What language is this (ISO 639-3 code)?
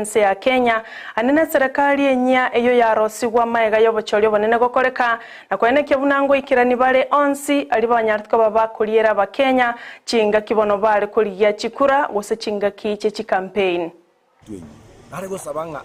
guz